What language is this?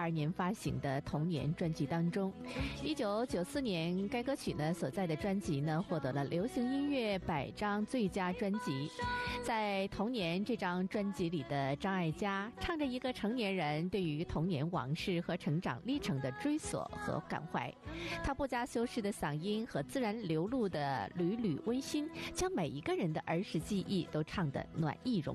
Chinese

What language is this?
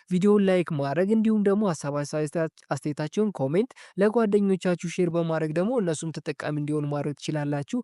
Amharic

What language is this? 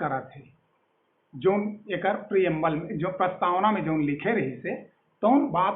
Chhattisgarhi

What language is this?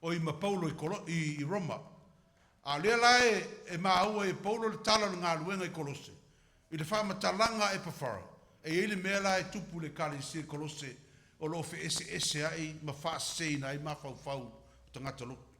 Samoan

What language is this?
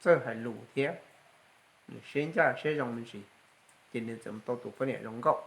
Hmong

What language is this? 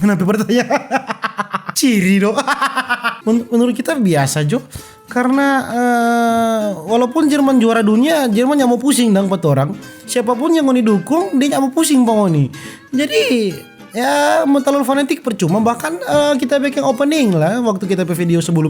Manado Malay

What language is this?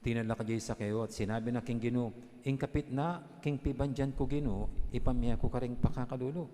Pampanga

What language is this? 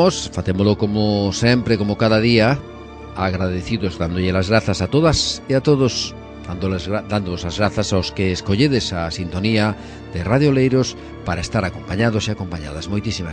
Galician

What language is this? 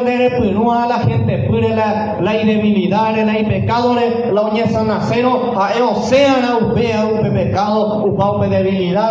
Guarani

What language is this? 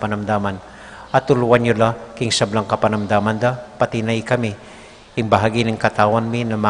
Pampanga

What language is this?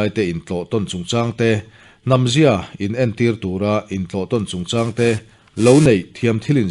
Mizo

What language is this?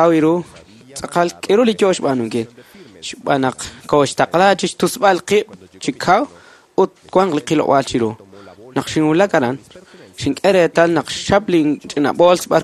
Kekchí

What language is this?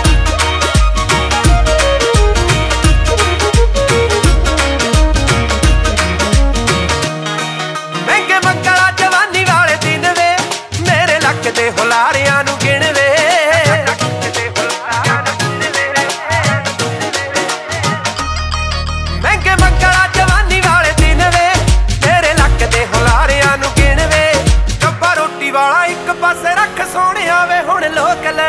Punjabi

